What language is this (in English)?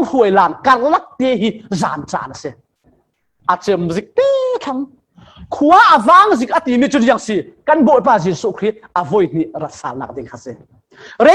Falam Chin